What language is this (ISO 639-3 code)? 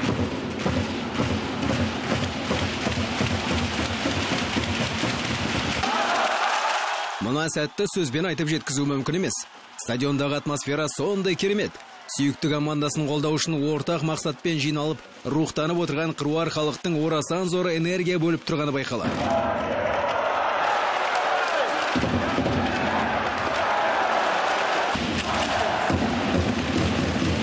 kaz